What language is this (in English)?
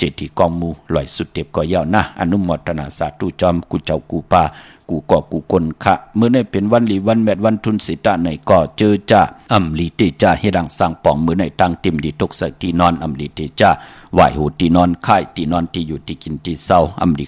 Shan